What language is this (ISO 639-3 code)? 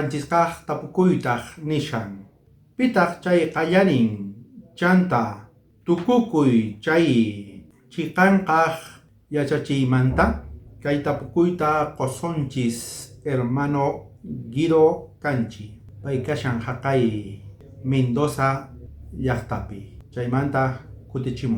quh